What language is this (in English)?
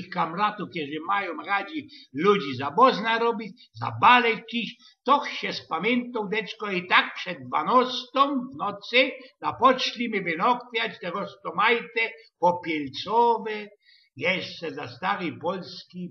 Silesian